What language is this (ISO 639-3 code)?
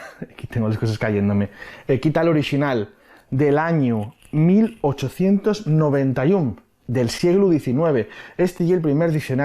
ast